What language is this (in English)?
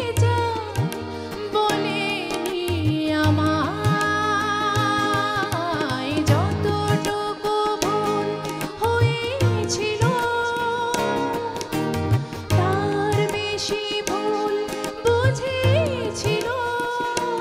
Bangla